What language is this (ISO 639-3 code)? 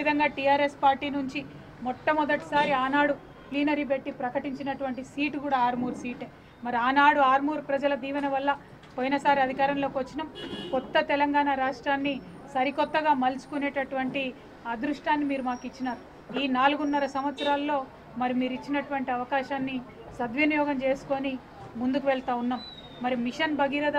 tel